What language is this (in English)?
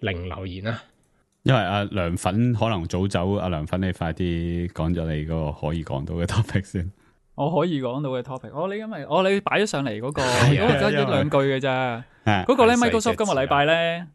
Cantonese